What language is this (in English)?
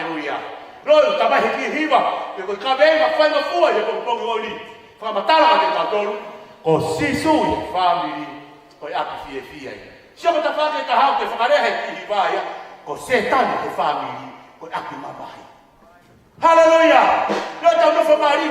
Tongan